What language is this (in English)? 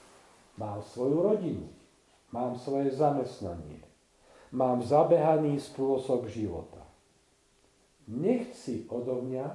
Slovak